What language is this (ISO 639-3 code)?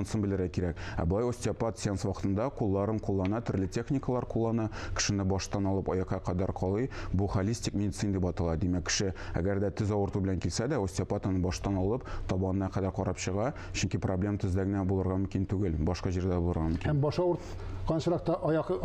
tat